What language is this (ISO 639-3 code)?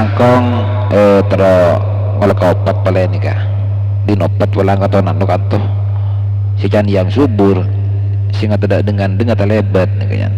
mad